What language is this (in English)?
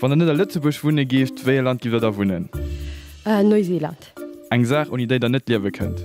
Luxembourgish